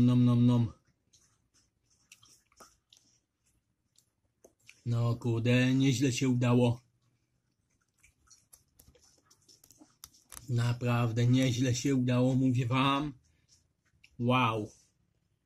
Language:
Polish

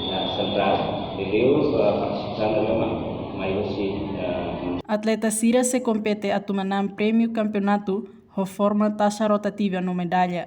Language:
Tetum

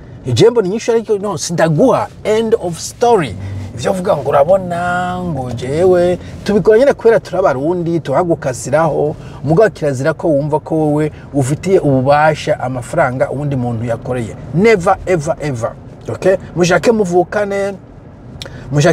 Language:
Rundi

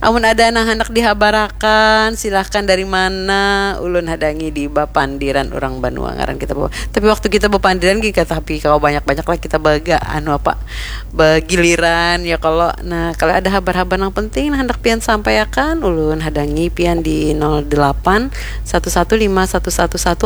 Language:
Banjar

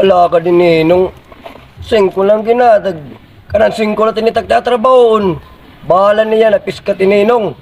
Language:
Waray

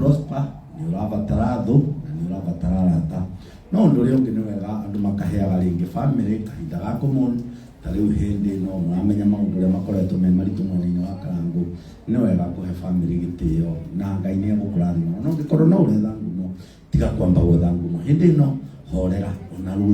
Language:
Kikuyu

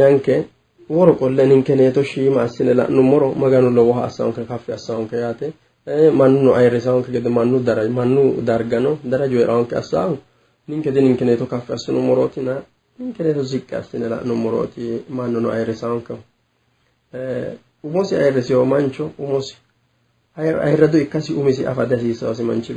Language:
Sidamo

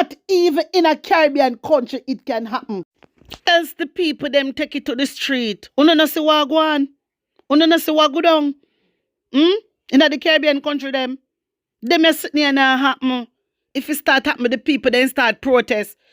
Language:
Jamaican Creole English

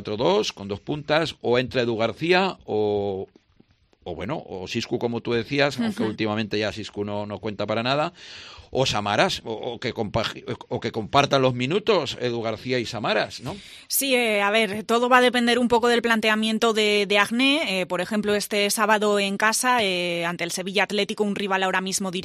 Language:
Spanish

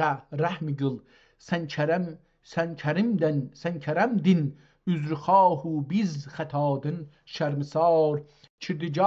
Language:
South Azerbaijani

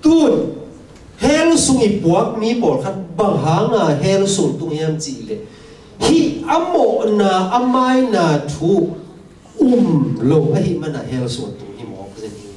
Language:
Tedim Chin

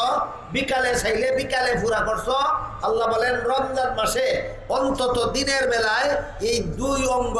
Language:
Bangla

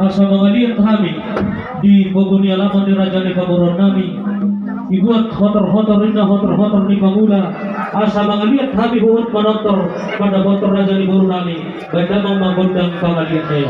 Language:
Batak Toba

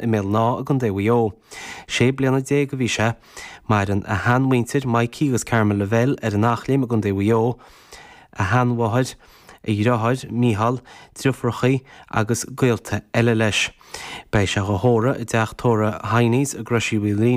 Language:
Irish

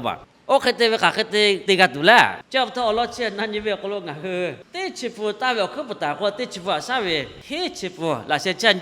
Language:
Lahu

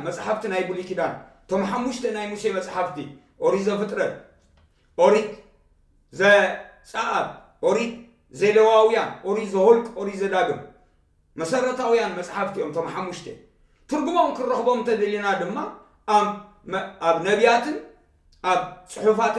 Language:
Tigrinya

